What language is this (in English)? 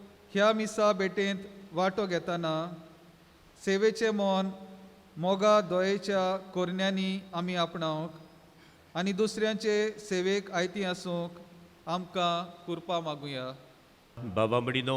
Konkani